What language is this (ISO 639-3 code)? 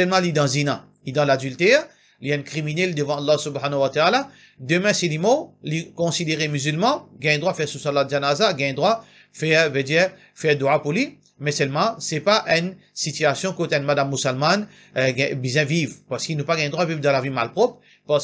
mfe